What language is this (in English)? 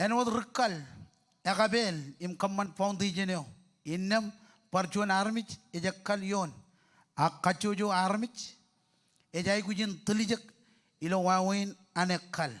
Marshallese